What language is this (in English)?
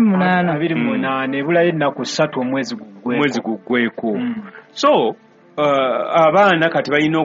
Ganda